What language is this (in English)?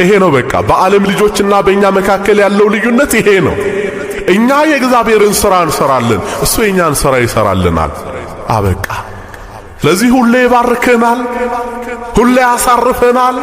Amharic